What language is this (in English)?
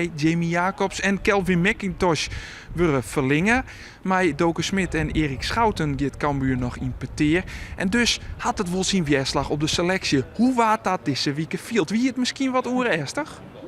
Western Frisian